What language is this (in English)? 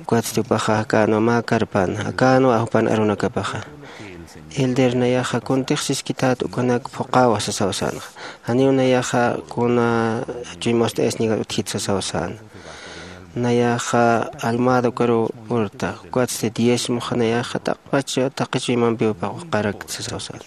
Aymara